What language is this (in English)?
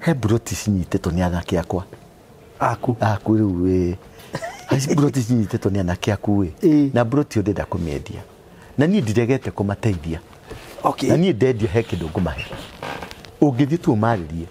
Kikuyu